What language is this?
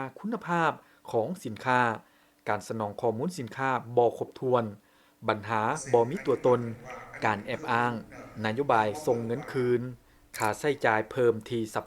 Lao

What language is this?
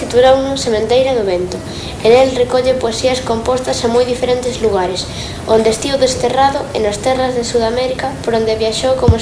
Galician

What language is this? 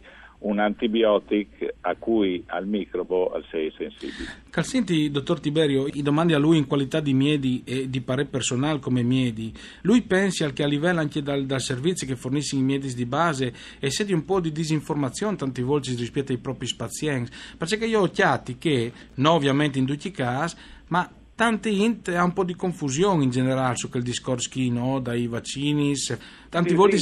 Friulian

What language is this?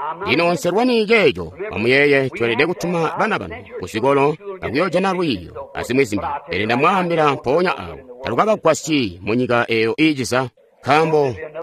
Tonga (Zambia)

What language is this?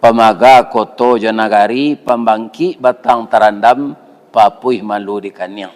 Minangkabau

